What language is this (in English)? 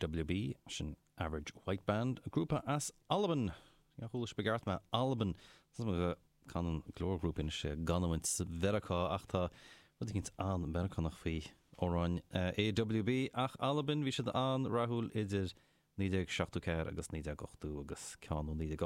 Irish